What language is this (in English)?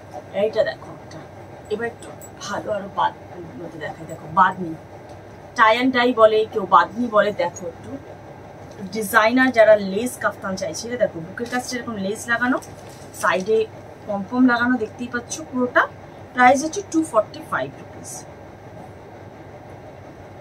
Bangla